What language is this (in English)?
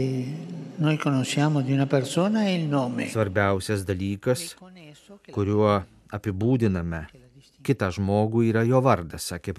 Lithuanian